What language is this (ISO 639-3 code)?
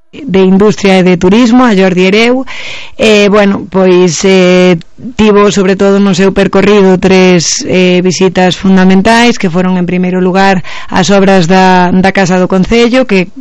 glg